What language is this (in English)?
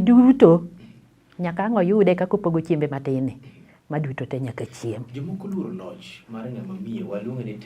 Luo (Kenya and Tanzania)